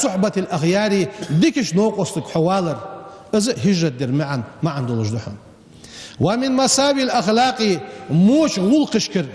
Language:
Ingush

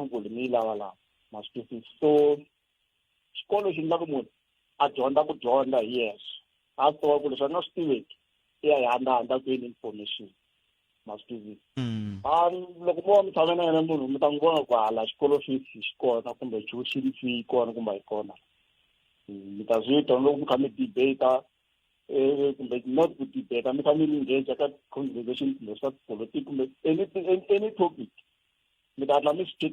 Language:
Tsonga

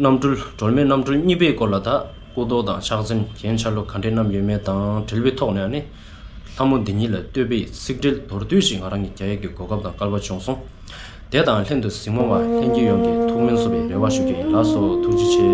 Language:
Tibetan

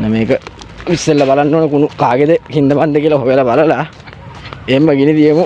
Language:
Sinhala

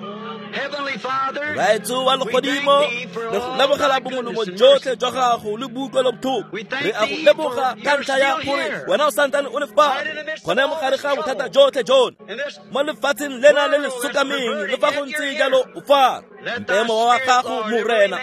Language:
Tswana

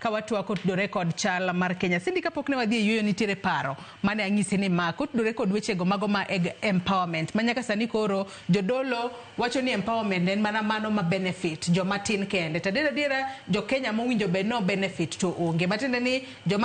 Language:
Luo (Kenya and Tanzania)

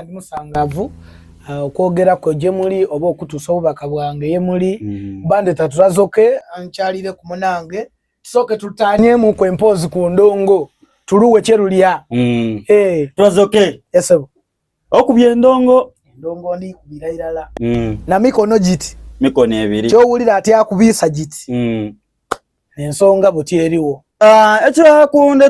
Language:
Soga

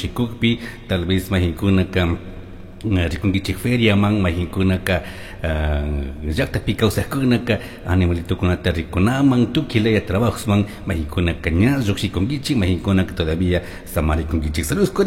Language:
Chimborazo Highland Quichua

